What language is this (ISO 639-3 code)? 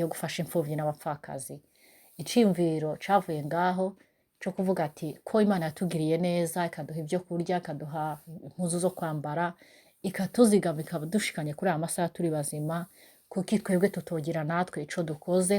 run